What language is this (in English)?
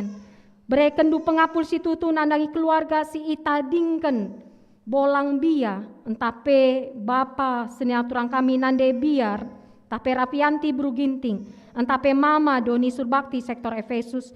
Batak Karo